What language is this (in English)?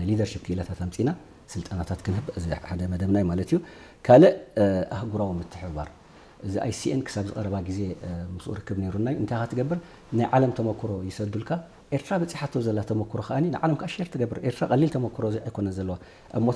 Tigrinya